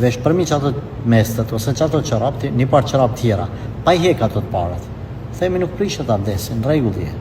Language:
Albanian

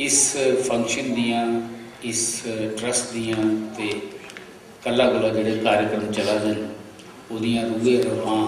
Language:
Dogri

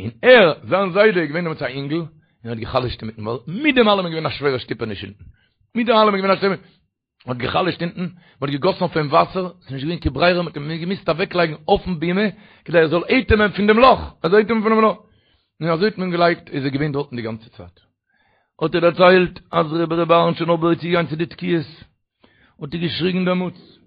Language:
Yiddish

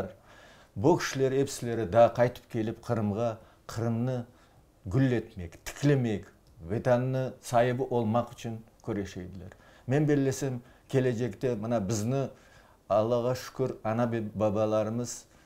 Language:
Crimean Tatar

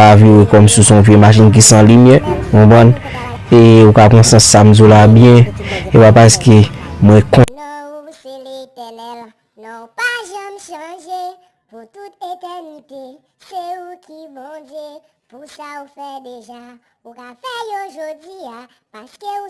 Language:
Haitian Creole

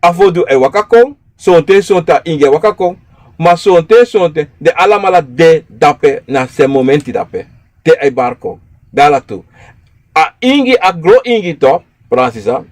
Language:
Sranan Tongo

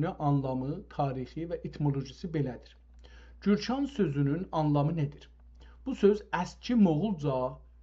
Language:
South Azerbaijani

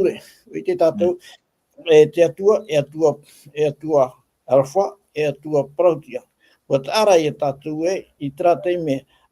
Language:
Tahitian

